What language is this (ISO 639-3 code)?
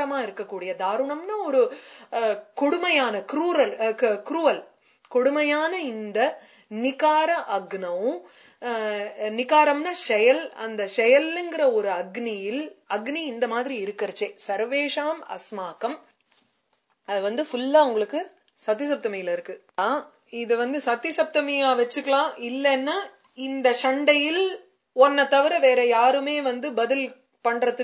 tam